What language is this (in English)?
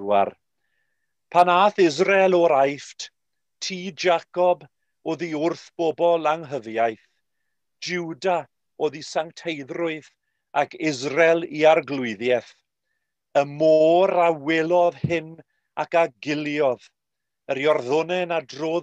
Welsh